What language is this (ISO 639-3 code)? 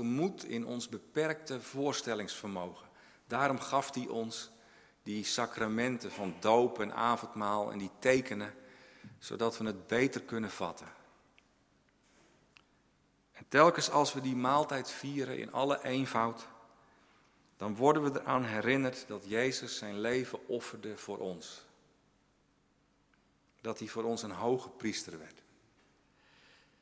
nld